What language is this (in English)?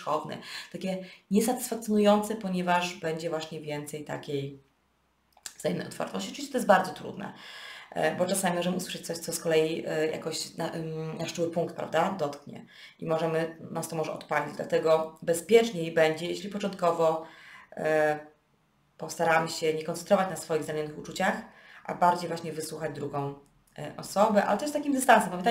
Polish